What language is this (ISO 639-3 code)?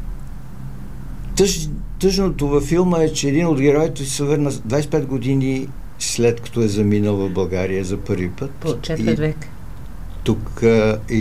bul